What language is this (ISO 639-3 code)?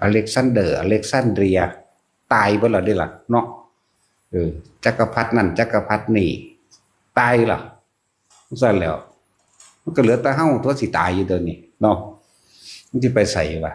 tts